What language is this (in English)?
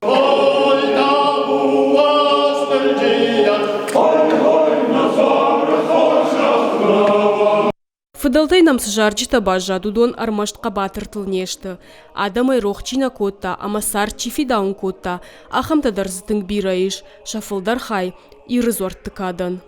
Ossetic